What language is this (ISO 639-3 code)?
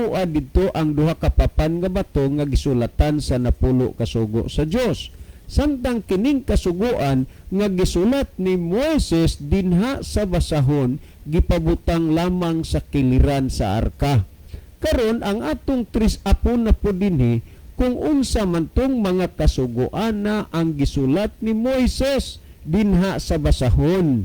ceb